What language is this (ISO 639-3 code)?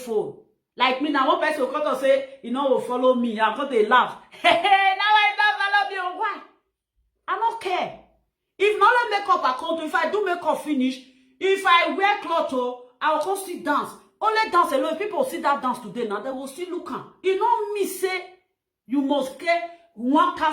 pcm